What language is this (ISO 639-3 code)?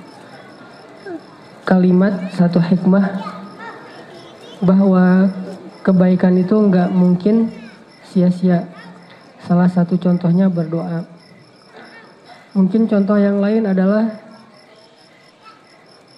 ind